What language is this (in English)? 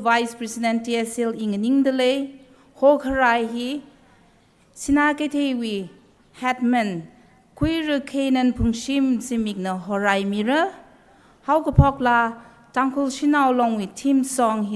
Tangkhul Naga (India)